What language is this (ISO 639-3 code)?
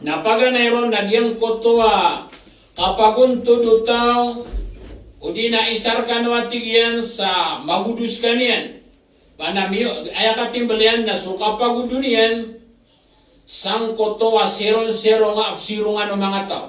mrw